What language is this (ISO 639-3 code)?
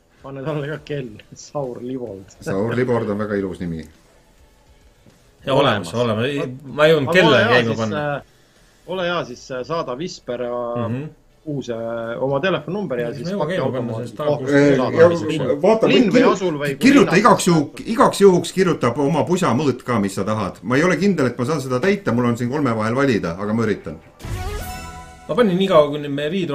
est